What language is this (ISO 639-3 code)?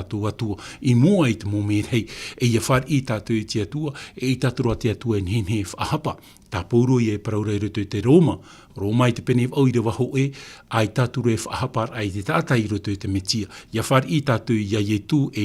tah